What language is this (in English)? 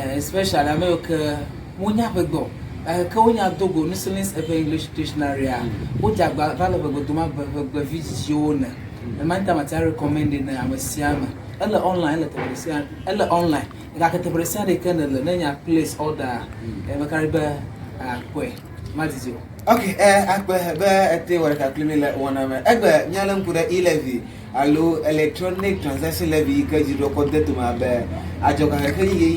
Ewe